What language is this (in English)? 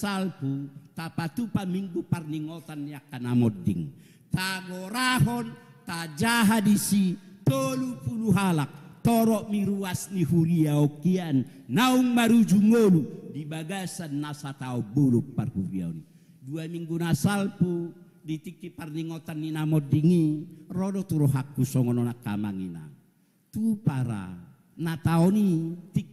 Batak Toba